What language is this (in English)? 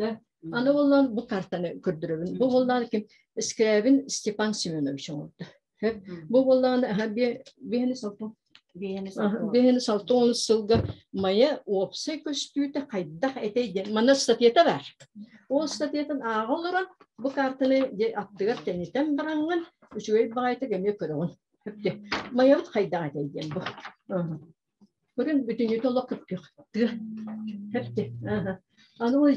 Yakut